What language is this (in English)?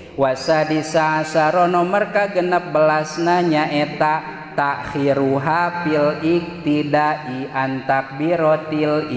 Sundanese